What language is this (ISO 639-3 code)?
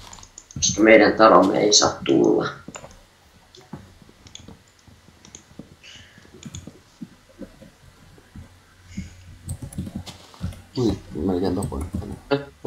fin